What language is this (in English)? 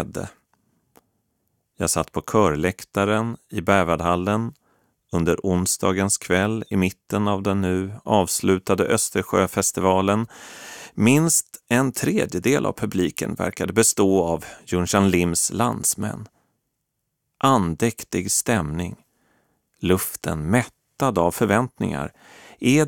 Swedish